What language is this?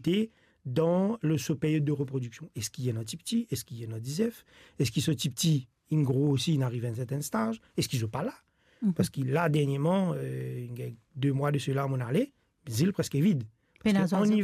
Morisyen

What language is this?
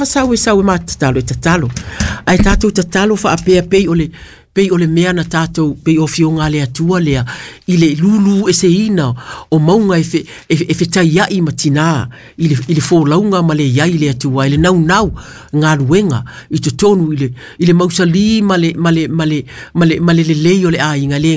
Samoan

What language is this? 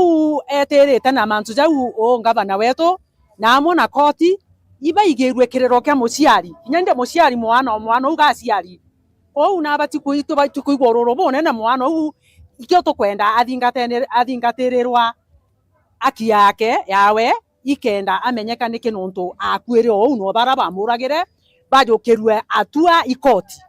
Meru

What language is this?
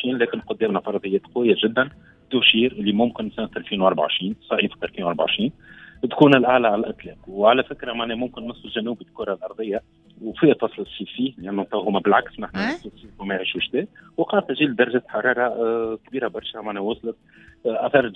Tunisian Arabic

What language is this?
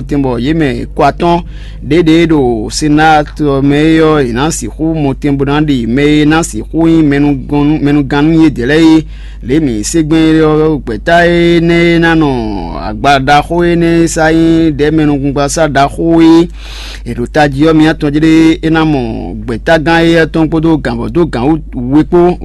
Fon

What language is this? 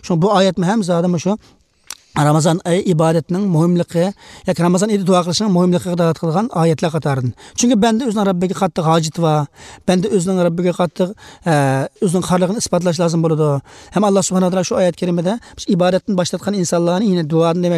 Uyghur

